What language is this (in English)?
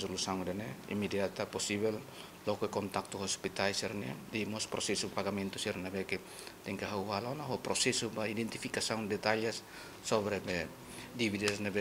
Tetum